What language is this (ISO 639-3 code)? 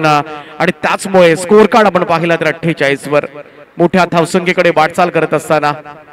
mar